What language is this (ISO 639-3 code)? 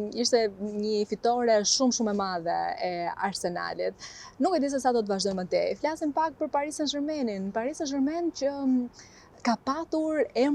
sqi